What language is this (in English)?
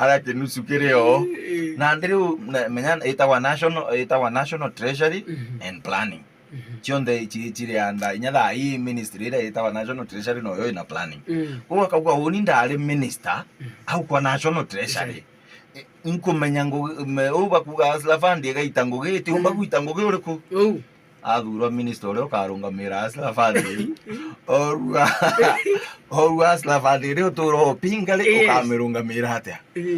Meru